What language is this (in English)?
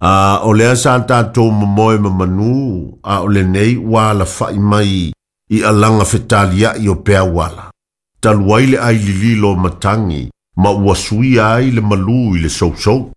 Samoan